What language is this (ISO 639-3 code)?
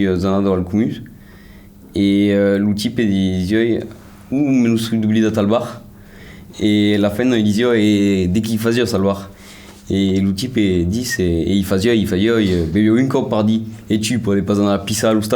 oci